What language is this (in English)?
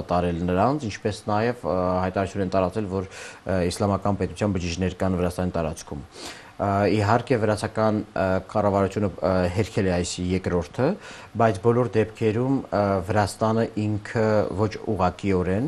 Armenian